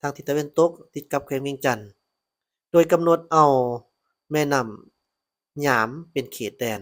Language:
Lao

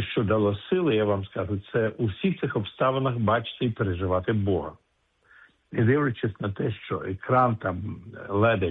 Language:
Ukrainian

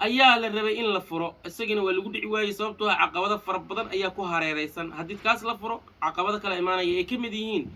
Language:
Somali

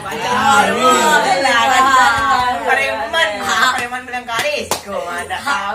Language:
Minangkabau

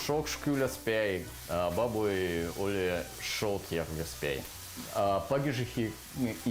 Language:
Veps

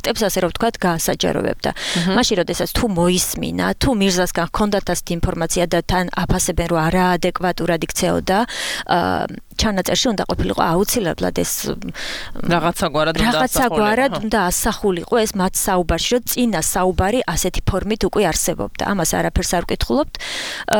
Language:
Georgian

